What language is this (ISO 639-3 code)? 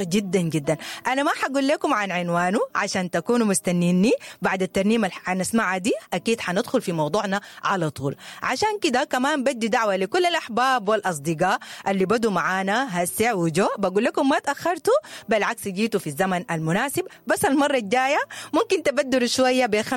apd